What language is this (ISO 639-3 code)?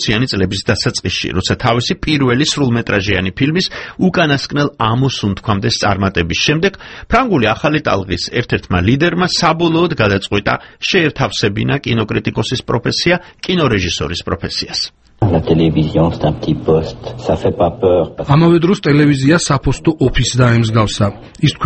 kat